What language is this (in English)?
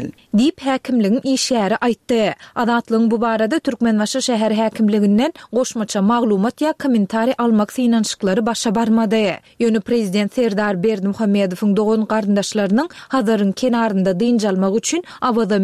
Turkmen